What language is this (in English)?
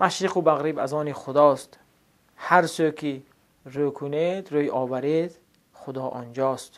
Tajik